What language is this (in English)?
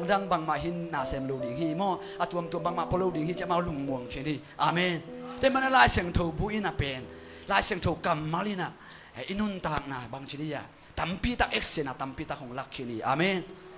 Tedim Chin